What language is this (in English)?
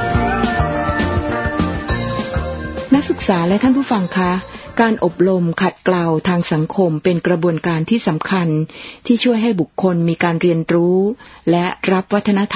Thai